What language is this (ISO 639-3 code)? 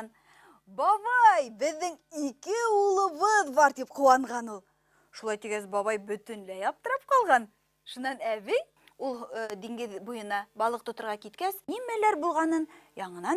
bak